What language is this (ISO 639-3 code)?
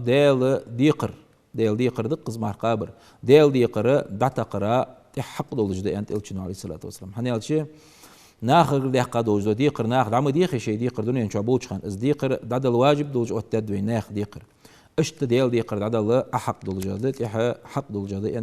inh